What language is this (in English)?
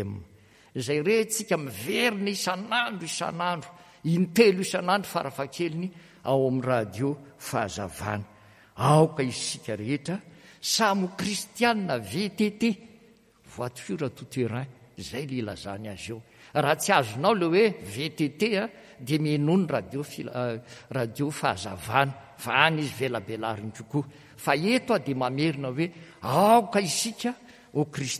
Malagasy